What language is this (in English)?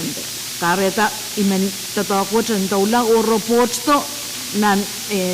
Pohnpeian